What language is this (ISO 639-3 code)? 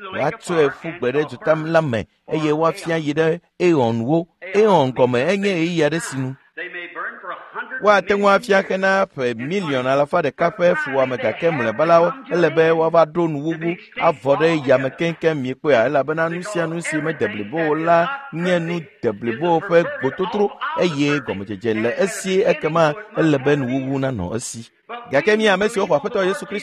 ewe